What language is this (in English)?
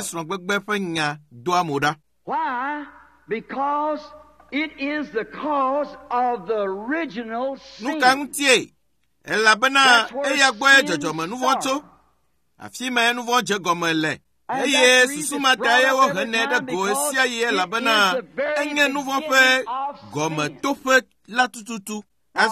Ewe